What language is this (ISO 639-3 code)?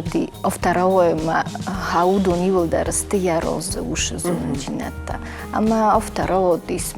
oss